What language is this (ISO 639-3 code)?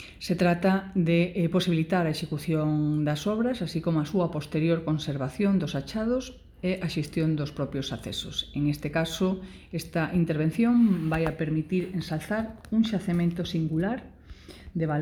glg